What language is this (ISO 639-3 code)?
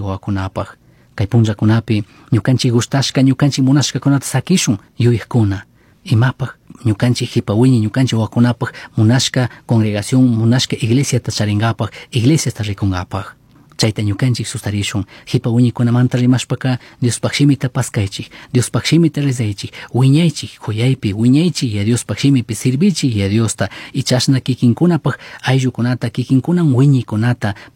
qug